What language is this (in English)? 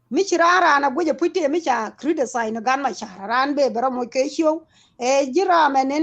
Nuer